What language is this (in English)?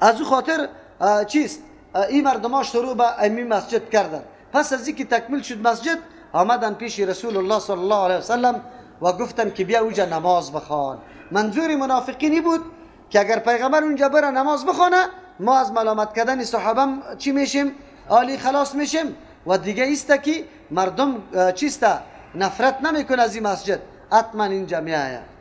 Persian